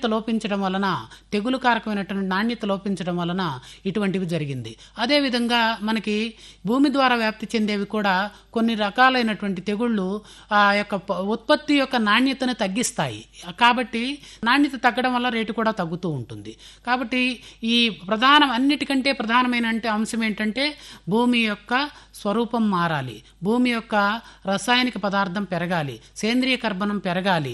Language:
Telugu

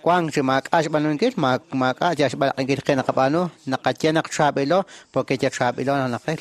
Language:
Kekchí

